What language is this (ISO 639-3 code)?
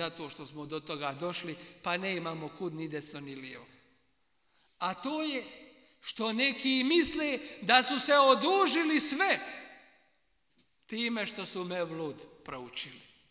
bos